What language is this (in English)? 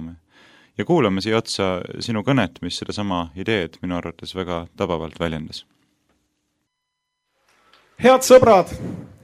Estonian